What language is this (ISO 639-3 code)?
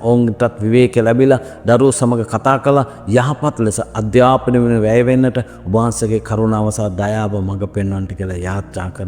sin